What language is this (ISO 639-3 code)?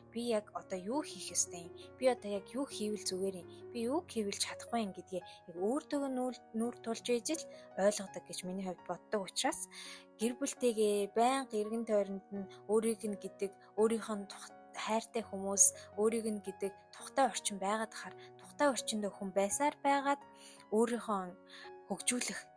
mon